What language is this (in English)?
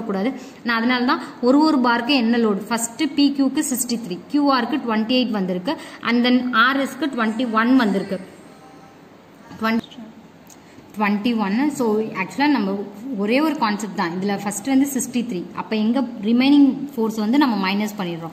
Tamil